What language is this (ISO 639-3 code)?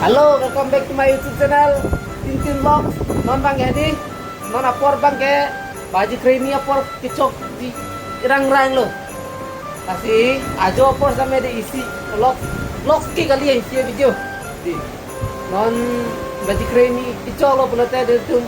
mjw